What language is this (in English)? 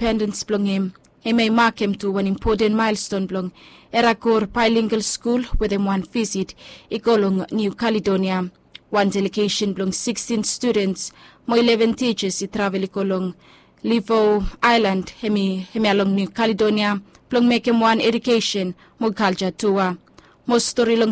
Bislama